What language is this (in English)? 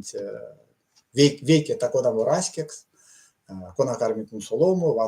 Erzya